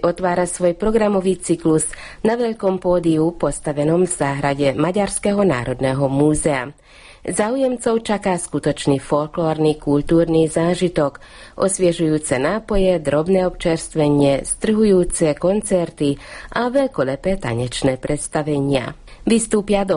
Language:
Slovak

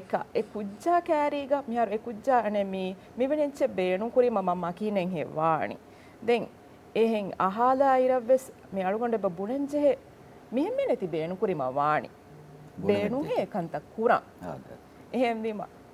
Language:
Divehi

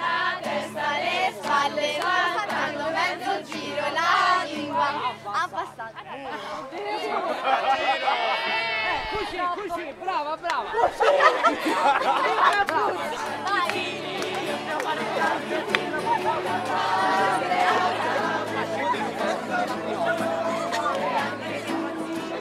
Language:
Italian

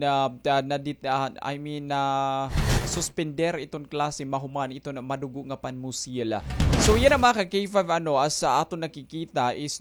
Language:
Waray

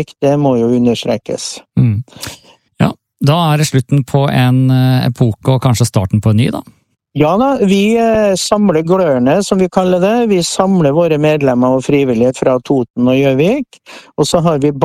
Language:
Norwegian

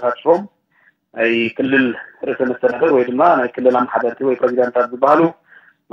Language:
Tigrinya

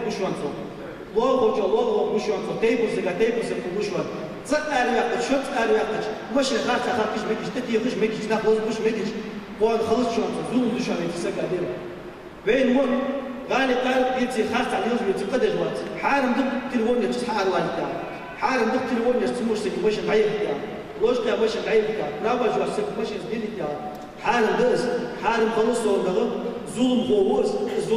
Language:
Ingush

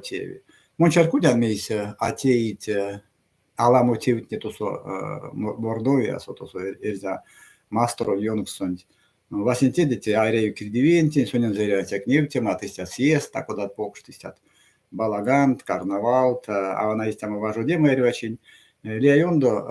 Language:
Erzya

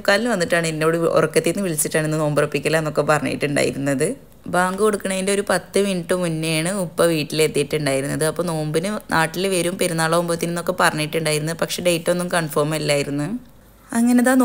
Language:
Malayalam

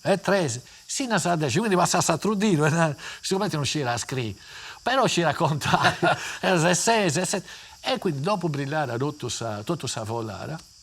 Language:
Sardinian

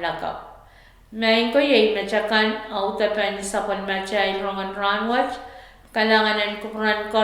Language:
Pohnpeian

